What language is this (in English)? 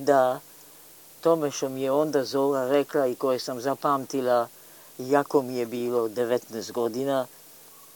Serbian